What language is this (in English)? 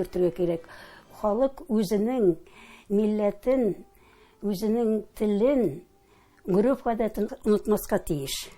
Tatar